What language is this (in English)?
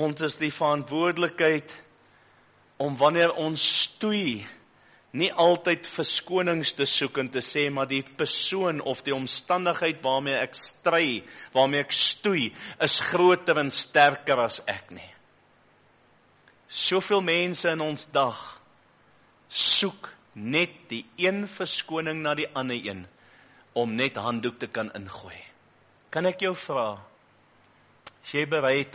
Afrikaans